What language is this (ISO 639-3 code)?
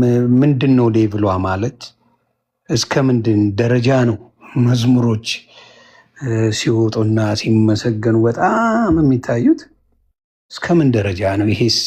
amh